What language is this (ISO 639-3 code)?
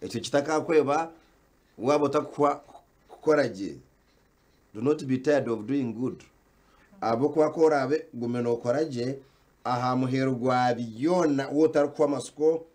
nyn